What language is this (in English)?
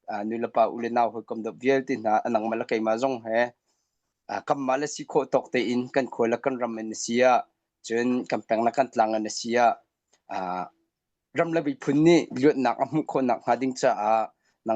Hakha Chin